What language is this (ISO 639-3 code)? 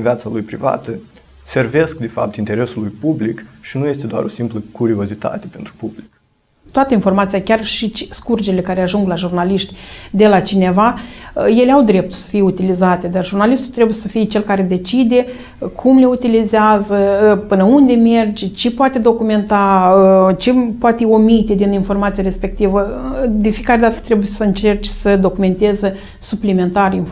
ron